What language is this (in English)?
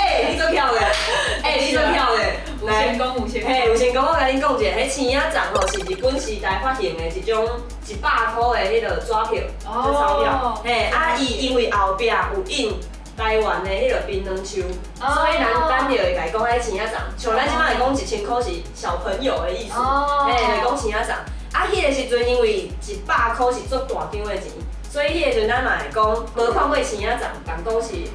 Min Nan Chinese